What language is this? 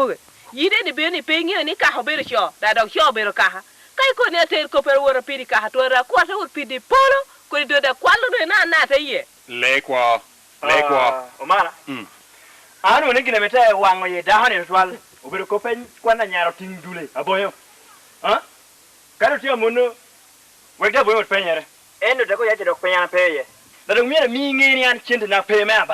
Lango (Uganda)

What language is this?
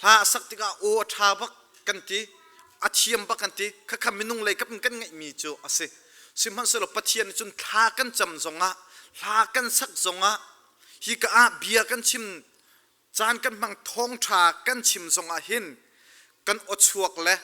Hakha Chin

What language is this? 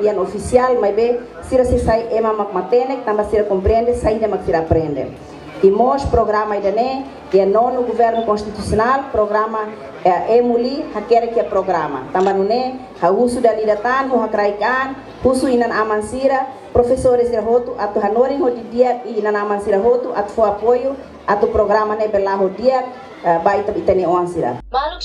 Tetum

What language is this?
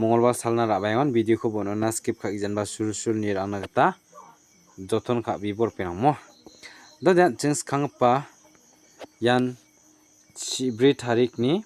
Garo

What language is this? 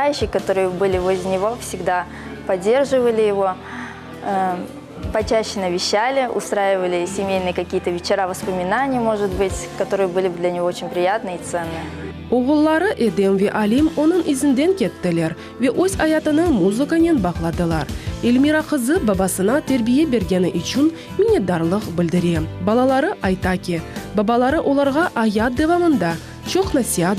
Crimean Tatar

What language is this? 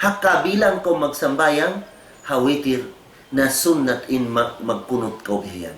Tausug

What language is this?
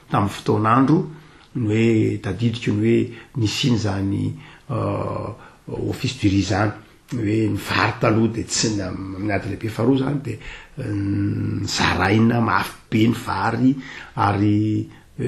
Malagasy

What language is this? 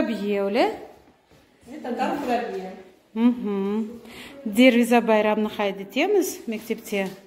Crimean Tatar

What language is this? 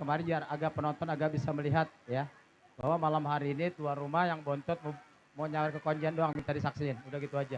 Betawi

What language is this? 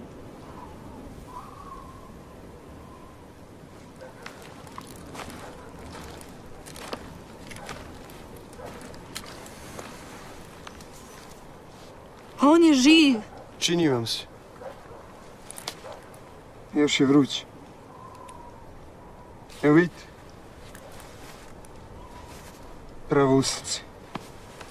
Serbian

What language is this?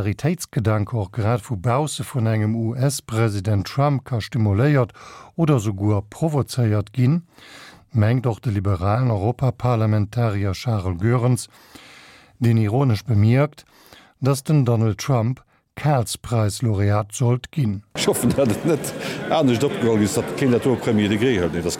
Luxembourgish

